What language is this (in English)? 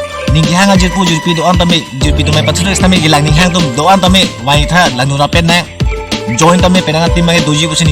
Karbi